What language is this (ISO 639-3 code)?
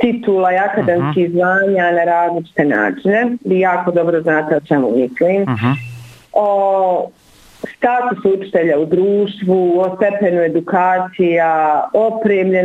bos